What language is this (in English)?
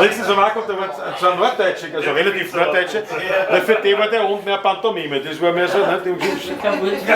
Bavarian